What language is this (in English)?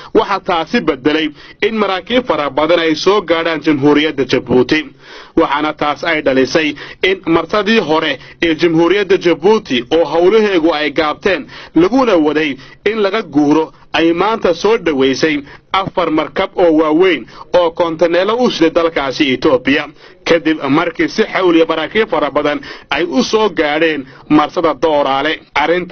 Somali